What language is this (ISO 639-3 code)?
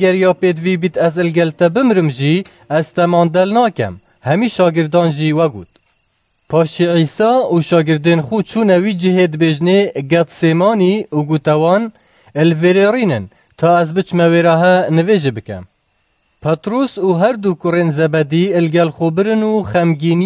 kur